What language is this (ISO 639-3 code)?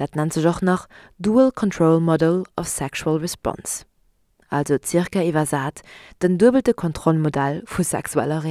ltz